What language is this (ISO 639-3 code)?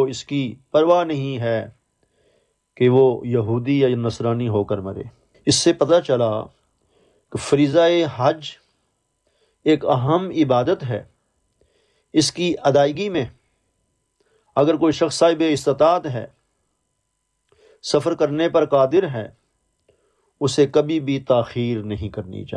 urd